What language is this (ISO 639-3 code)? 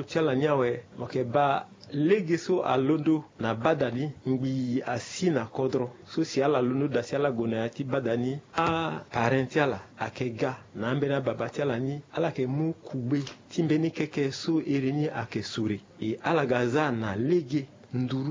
sag